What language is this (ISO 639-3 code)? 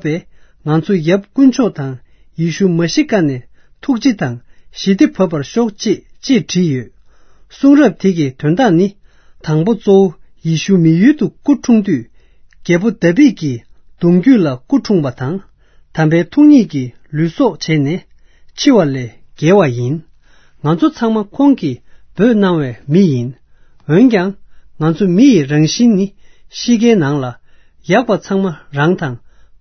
bod